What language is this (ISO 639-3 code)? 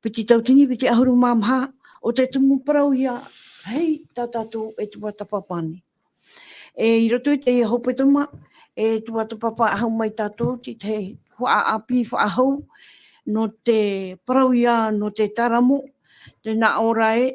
tah